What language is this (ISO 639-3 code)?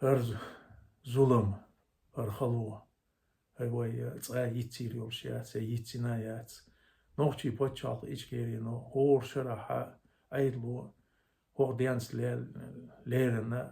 che